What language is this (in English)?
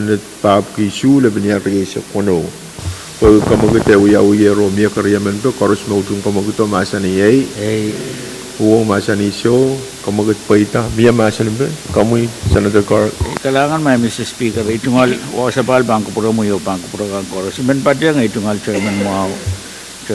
Pohnpeian